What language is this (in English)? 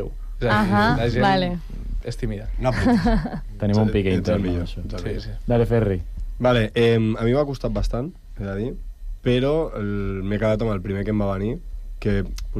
Catalan